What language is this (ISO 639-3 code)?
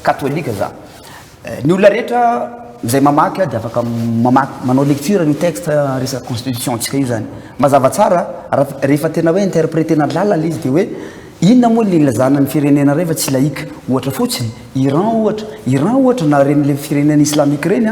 mlg